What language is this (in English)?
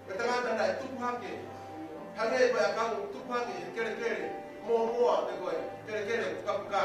Tongan